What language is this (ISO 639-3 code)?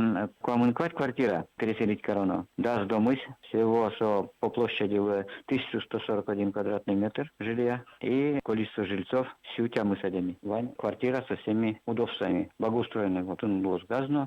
udm